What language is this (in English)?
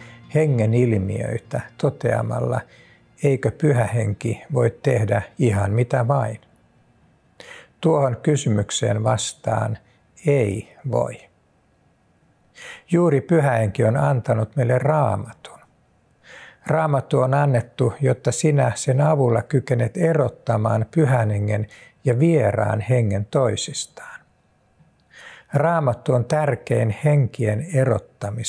Finnish